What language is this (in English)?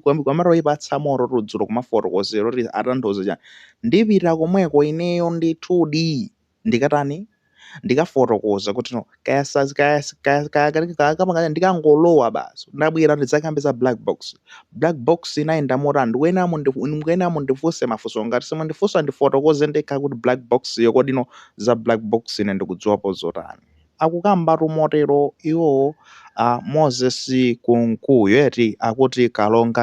Nyanja